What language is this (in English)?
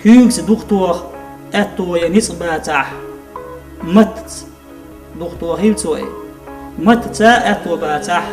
Chechen